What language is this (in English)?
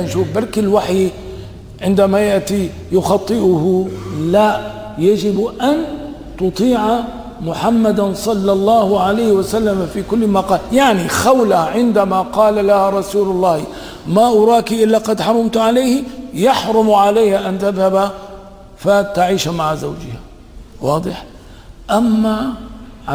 Arabic